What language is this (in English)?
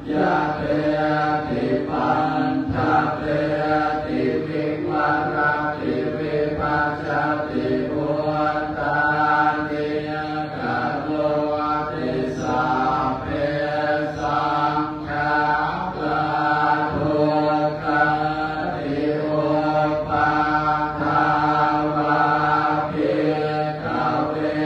Pali